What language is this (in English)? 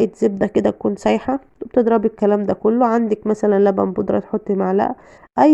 Egyptian Arabic